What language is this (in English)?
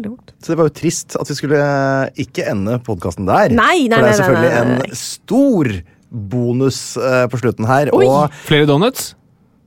Norwegian